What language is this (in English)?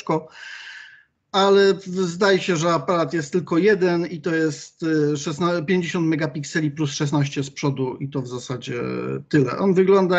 Polish